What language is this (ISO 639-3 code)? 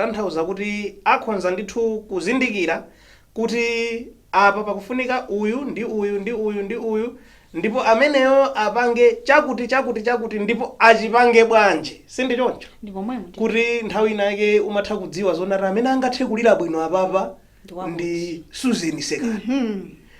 nya